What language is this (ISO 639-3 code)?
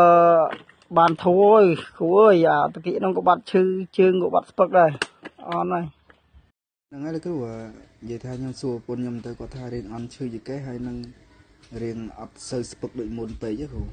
khm